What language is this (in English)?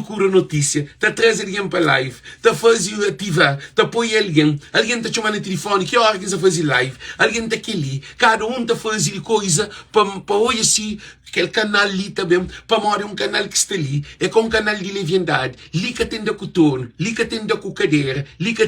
Kabuverdianu